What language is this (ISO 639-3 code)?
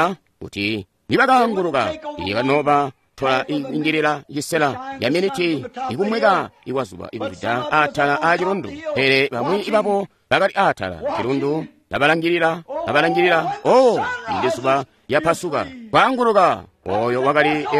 toi